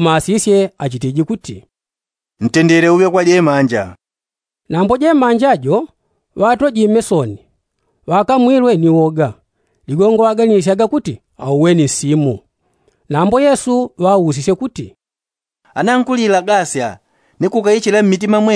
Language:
Yao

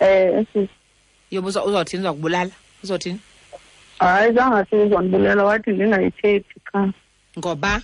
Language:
Xhosa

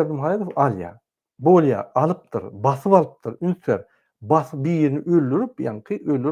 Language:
Turkmen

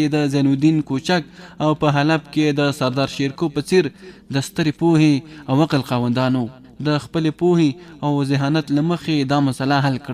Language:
Pashto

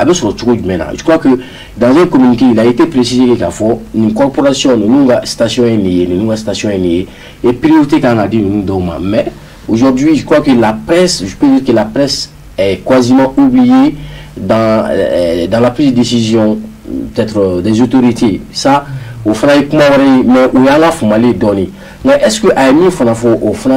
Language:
Bambara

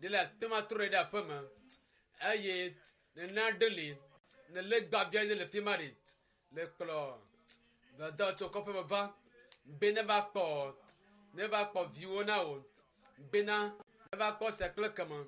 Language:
Ewe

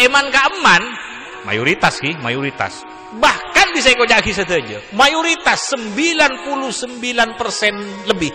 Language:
Madurese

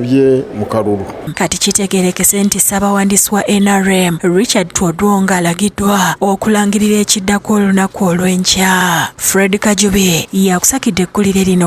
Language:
Ganda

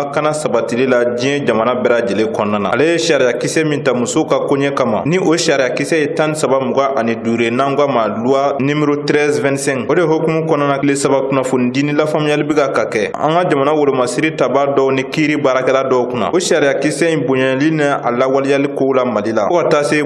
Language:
Bambara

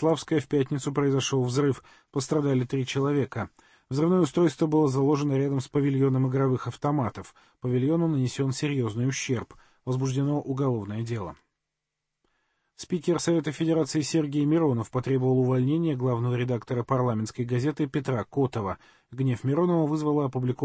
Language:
Russian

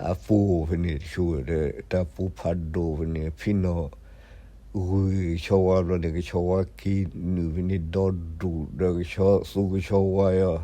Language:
S'gaw Karen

